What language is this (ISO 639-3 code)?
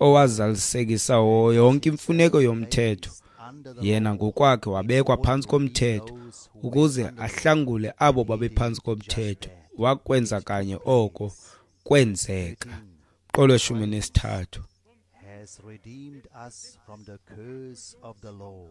xho